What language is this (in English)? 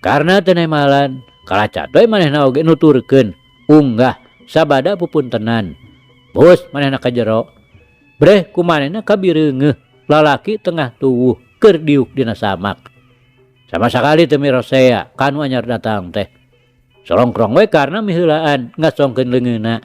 Sundanese